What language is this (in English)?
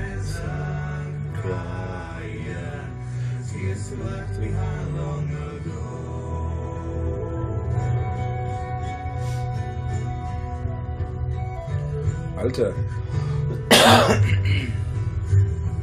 German